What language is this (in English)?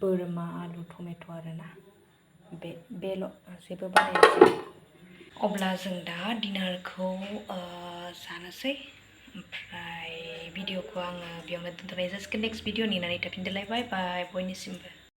Bodo